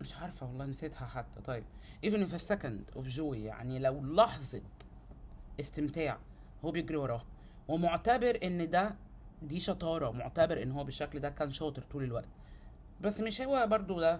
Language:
Egyptian Arabic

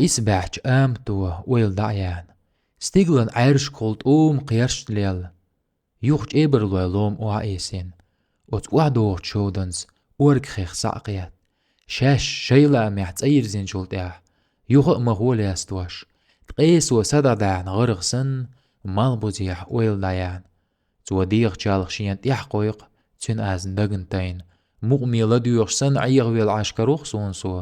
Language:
Chechen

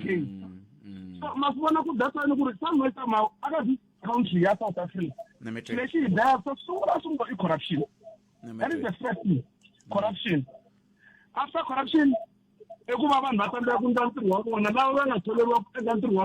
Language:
Tsonga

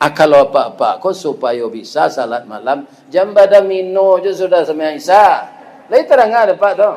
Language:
Minangkabau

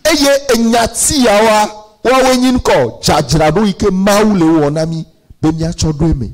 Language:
Ewe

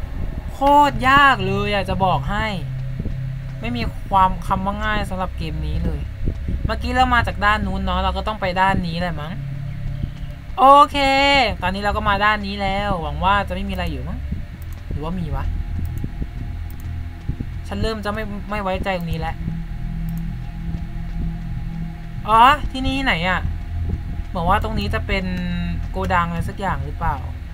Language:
Thai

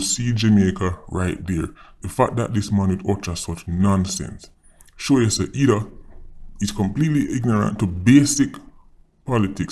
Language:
Jamaican Creole English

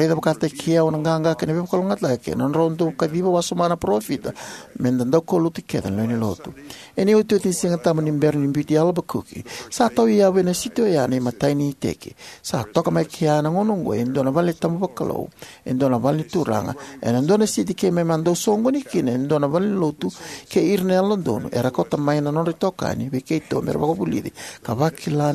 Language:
Fijian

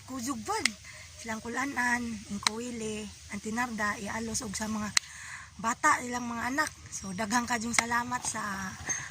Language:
Cebuano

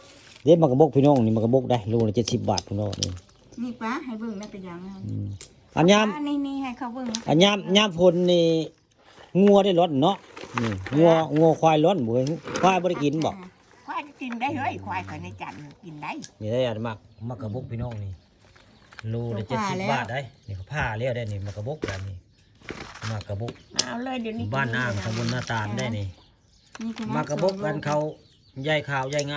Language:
Northeastern Thai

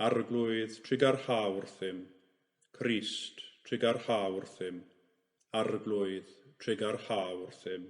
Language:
Welsh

